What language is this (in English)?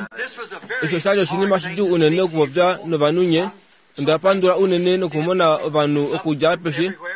Kuanyama